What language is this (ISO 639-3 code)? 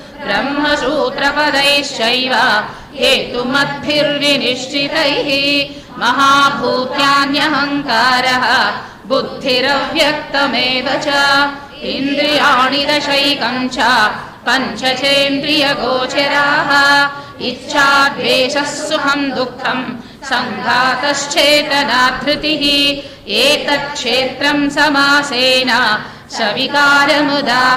san